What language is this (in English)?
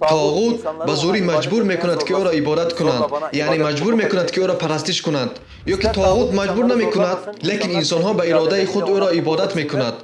Tajik